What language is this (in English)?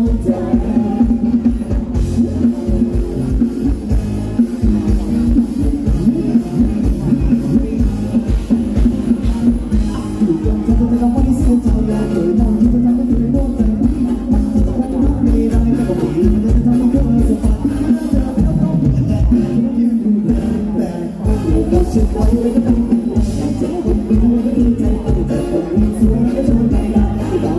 Thai